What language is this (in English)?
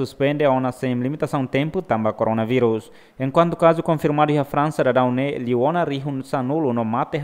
Tetum